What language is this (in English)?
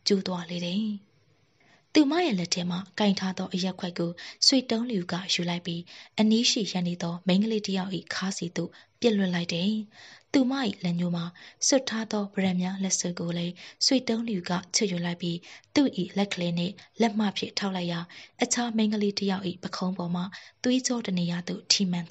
Burmese